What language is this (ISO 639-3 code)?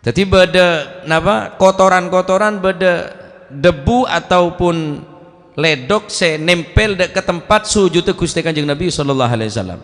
mad